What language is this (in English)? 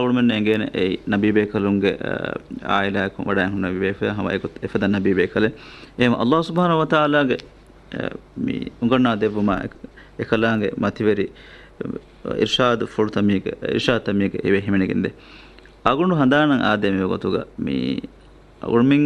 Divehi